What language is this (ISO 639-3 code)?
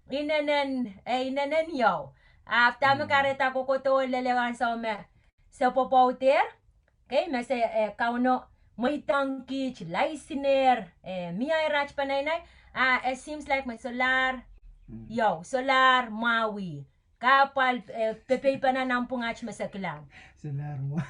pon